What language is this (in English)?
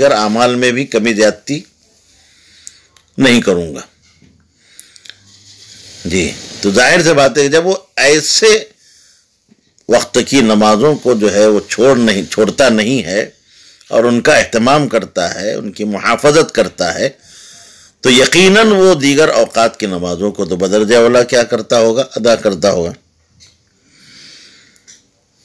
Urdu